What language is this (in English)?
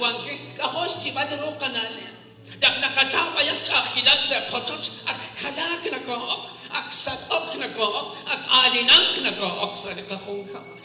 Kekchí